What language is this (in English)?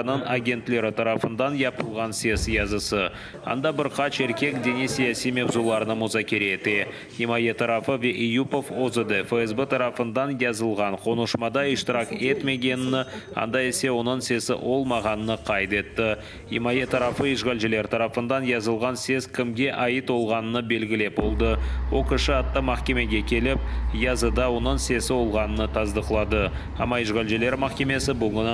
Crimean Tatar